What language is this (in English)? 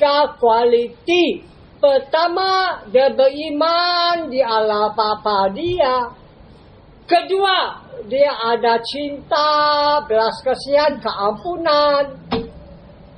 Malay